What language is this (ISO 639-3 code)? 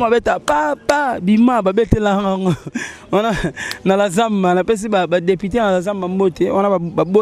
lin